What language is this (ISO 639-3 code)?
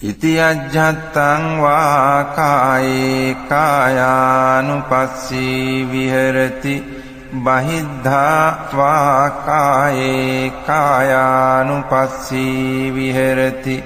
pli